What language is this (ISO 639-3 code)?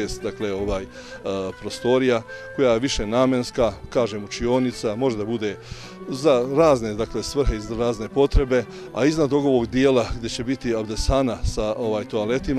bos